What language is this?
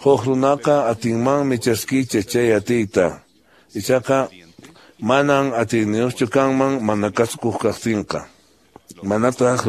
Quechua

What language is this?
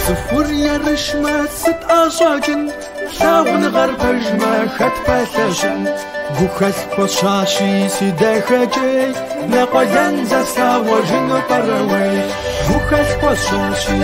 Kabardian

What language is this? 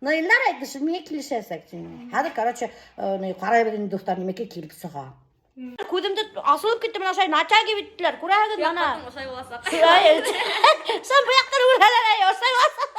Bashkir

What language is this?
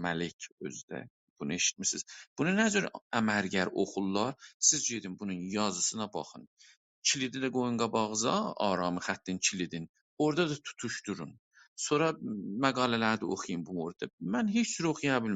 South Azerbaijani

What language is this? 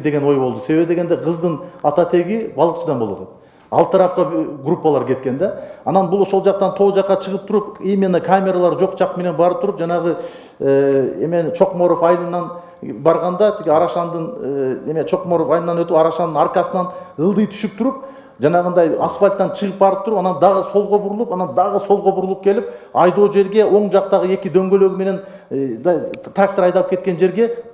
Kyrgyz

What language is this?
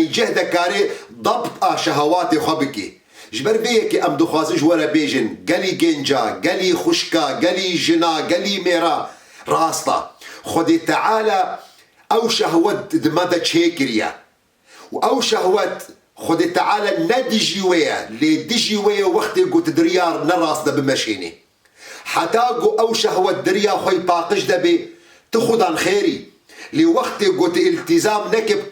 Kurdish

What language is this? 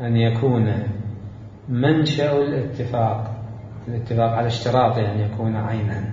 Mesopotamian Arabic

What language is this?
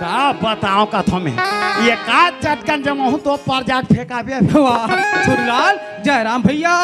Chhattisgarhi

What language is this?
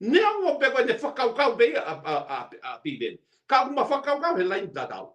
Tongan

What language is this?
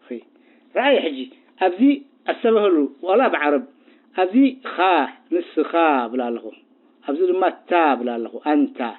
Tigrinya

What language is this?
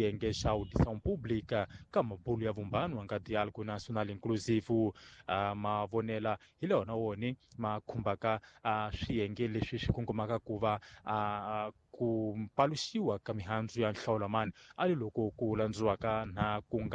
Tsonga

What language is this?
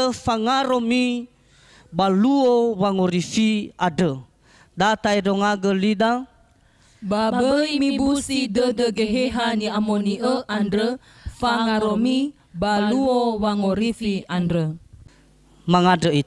Nias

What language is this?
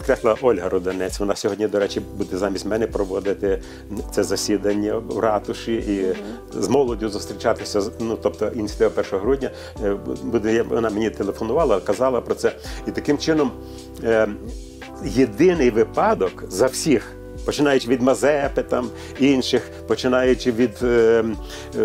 Ukrainian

